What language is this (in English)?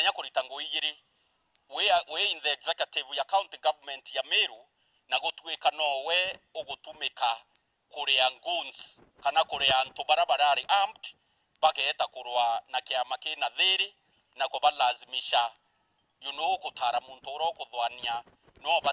Meru